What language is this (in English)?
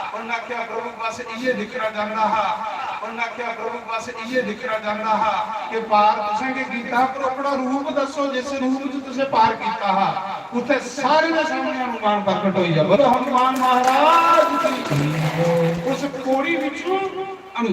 Dogri